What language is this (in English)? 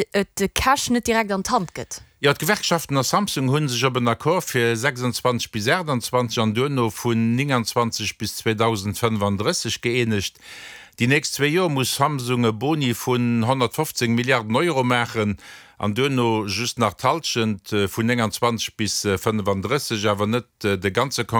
Luxembourgish